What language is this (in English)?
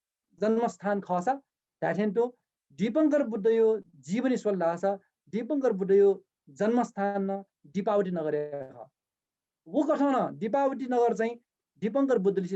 Newari